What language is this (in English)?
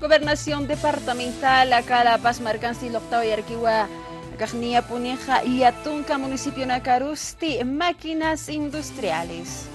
Aymara